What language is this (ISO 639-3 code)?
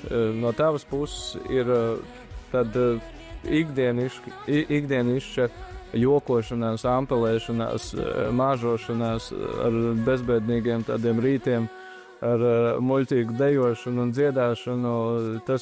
lav